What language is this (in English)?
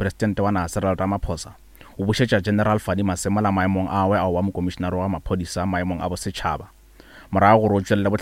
Northern Sotho